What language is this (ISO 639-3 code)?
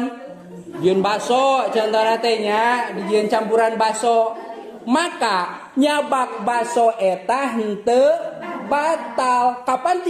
sun